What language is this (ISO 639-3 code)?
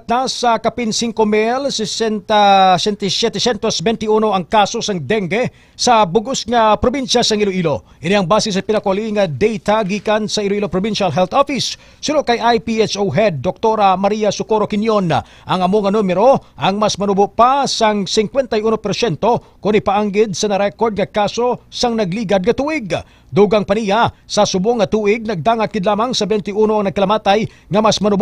hil